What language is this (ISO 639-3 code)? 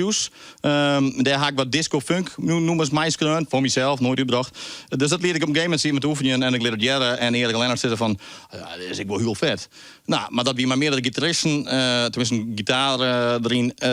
fry